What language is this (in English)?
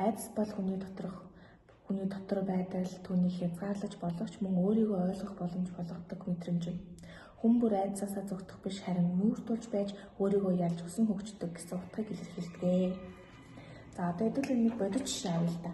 Mongolian